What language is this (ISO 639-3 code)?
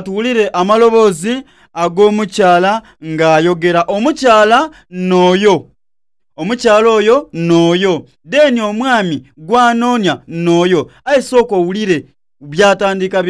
xog